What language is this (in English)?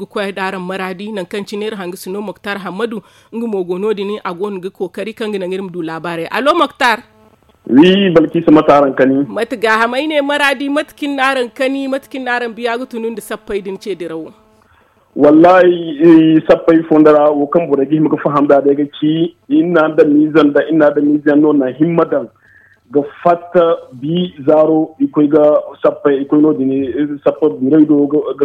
Zarma